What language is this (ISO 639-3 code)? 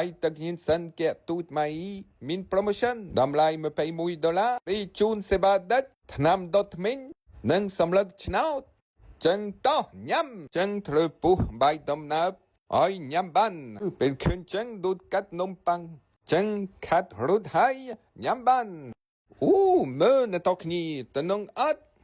khm